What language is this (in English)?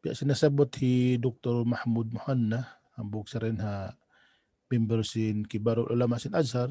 Tausug